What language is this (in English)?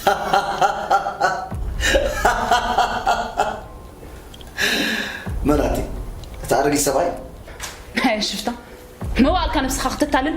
Tigrinya